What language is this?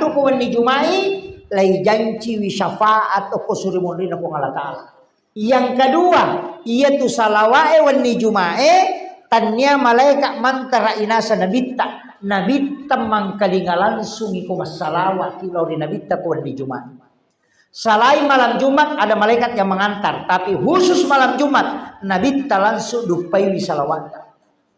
Buginese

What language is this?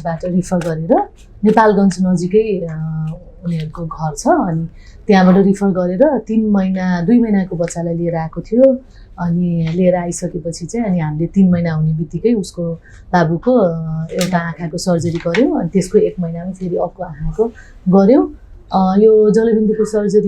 Nepali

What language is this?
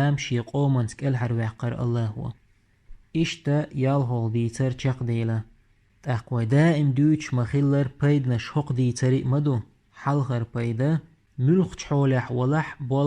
Chechen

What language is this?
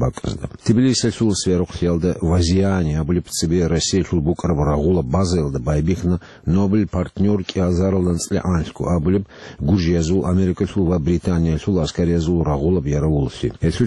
Avaric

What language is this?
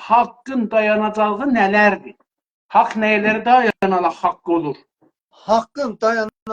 South Azerbaijani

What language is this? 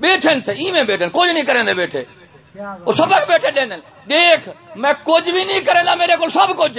Saraiki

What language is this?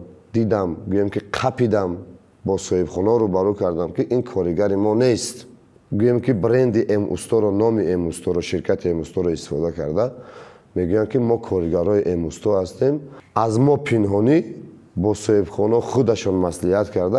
Tajik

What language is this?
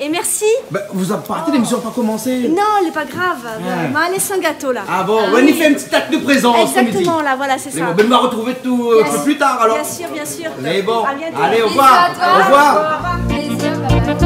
Réunion Creole French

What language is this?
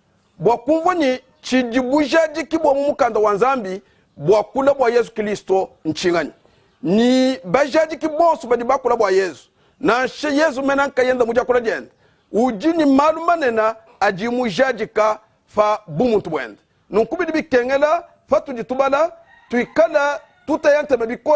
Luba-Lulua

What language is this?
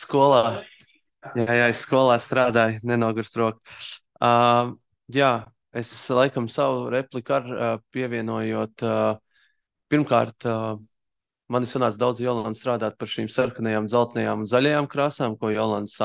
Latvian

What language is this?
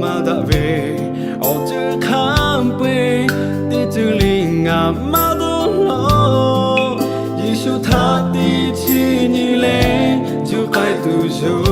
Lahu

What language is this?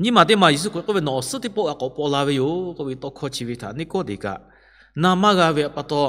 Lahu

